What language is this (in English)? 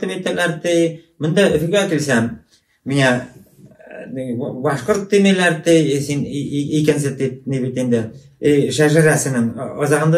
Bashkir